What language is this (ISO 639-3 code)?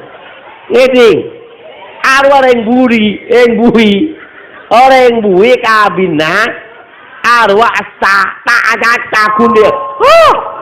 mad